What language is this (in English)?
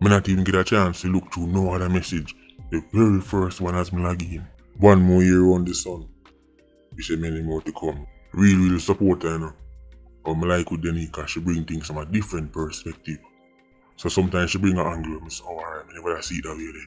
Jamaican Creole English